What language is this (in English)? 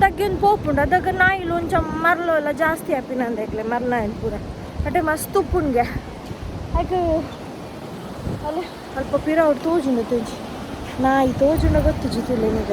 Tulu